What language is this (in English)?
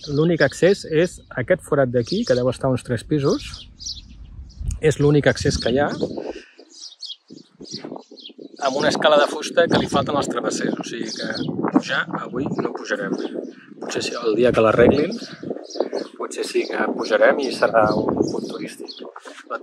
Catalan